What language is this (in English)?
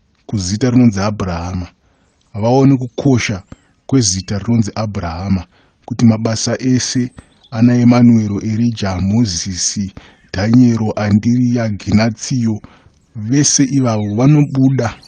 Shona